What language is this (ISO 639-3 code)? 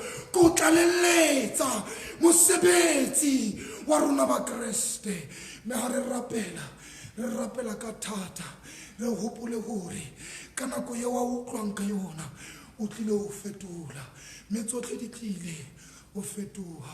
sot